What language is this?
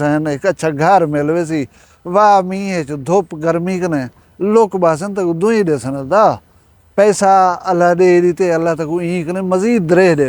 Saraiki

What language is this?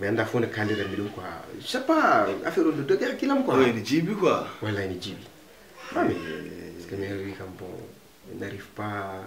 Fula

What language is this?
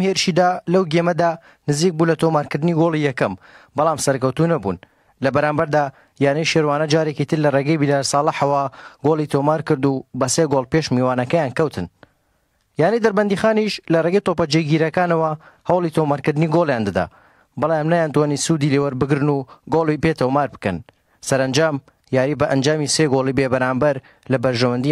Central Kurdish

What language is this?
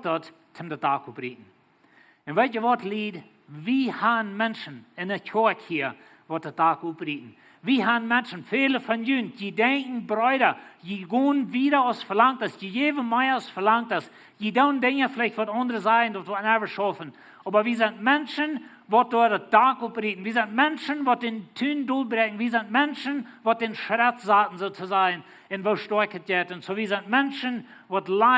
Plautdietsch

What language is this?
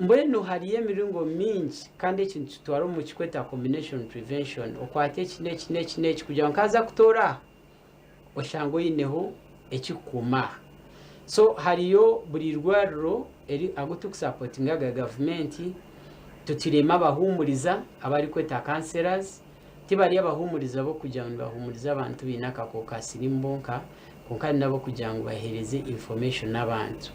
Nyankole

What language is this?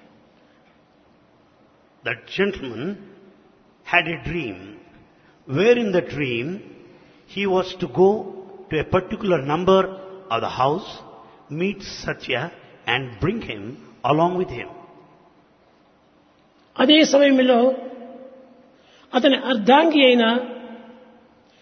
Telugu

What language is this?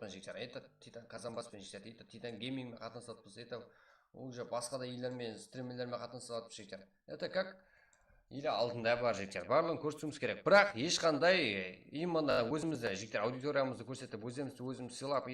Kara-Kalpak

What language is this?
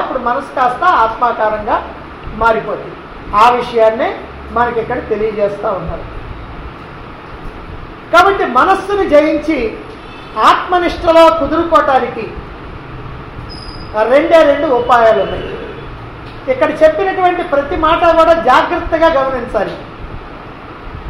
Telugu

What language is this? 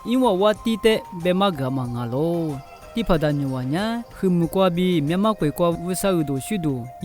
Lisu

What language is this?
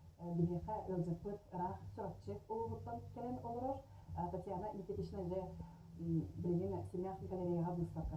Yakut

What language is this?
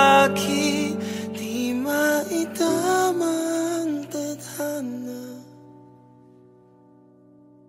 Filipino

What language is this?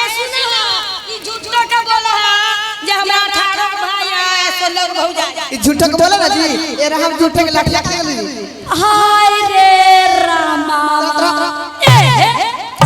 Magahi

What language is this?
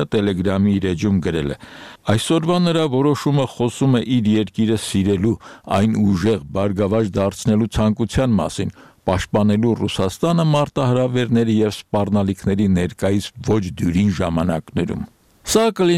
Armenian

